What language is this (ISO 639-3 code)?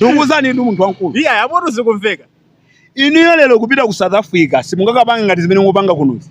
nya